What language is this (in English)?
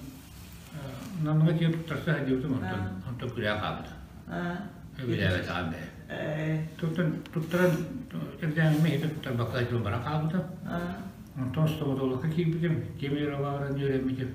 Yakut